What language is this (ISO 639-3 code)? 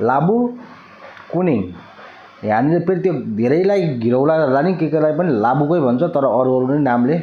nep